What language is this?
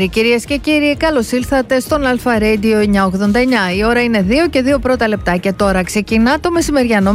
Greek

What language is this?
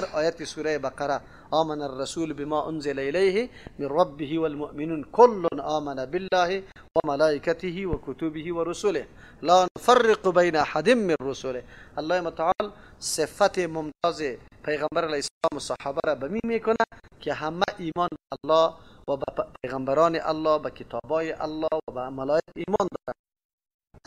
Persian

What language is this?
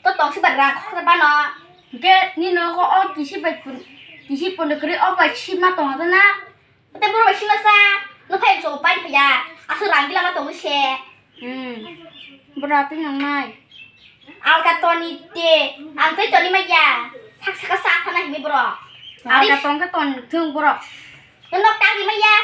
Kok Borok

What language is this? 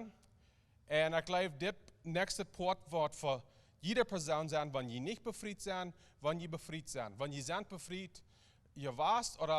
Plautdietsch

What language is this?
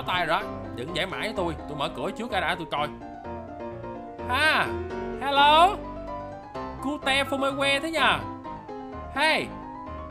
Vietnamese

